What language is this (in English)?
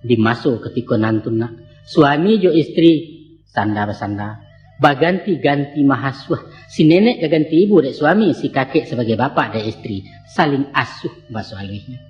Minangkabau